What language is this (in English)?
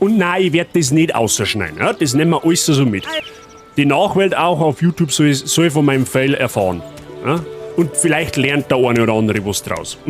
Bavarian